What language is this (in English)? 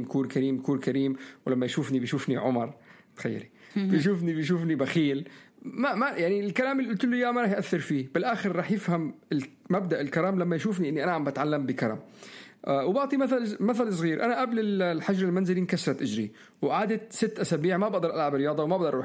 North Levantine Arabic